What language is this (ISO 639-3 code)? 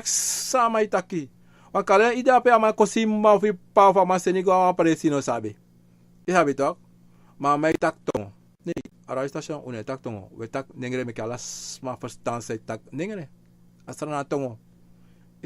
srn